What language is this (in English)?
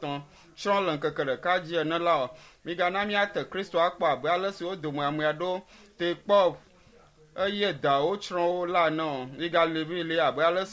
Ewe